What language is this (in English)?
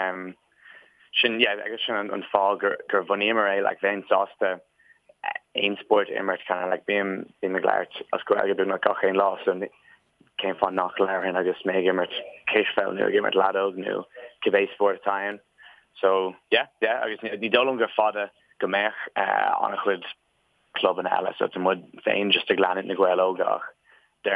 Irish